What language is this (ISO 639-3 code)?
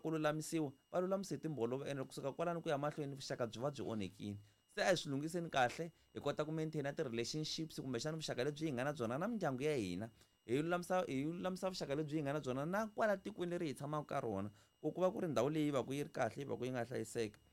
tso